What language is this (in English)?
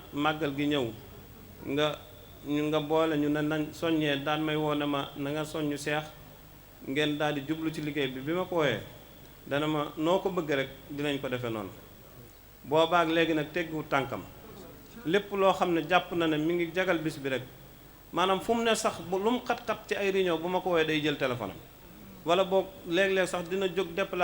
Wolof